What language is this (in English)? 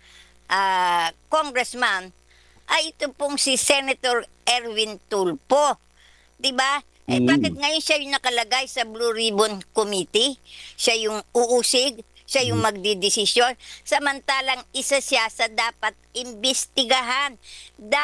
Filipino